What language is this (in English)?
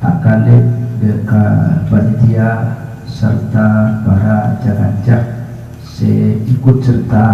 Madurese